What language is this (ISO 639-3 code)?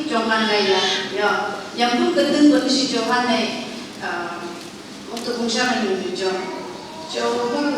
nph